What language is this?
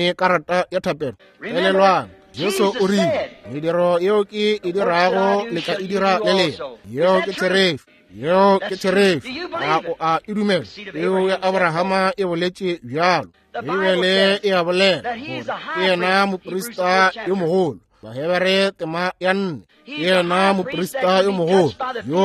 Northern Sotho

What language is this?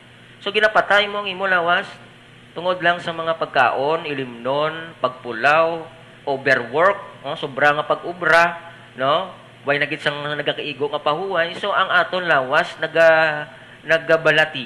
Hiligaynon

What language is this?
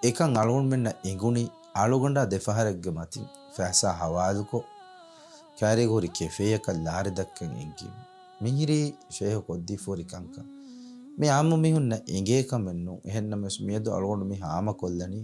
Divehi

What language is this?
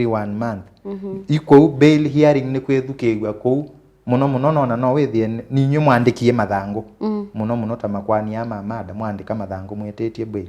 Kamba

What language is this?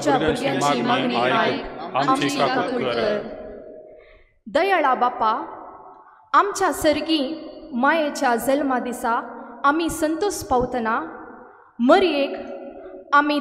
Konkani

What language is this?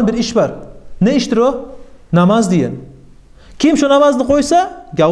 Kumyk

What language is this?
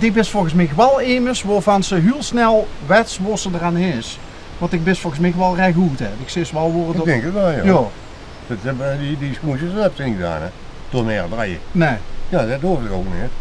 Limburgish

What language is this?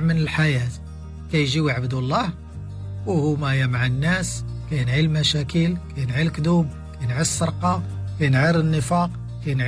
Moroccan Arabic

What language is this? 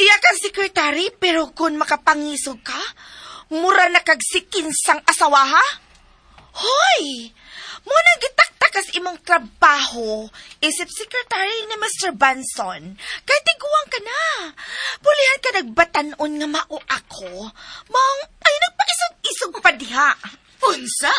Cebuano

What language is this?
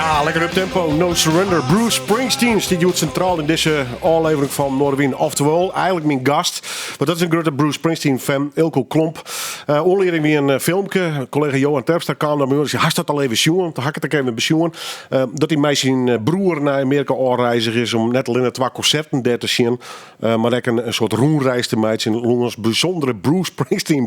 Western Frisian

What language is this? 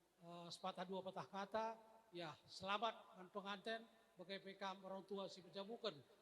Batak Karo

